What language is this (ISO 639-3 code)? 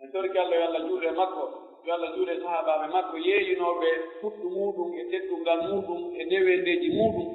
fuf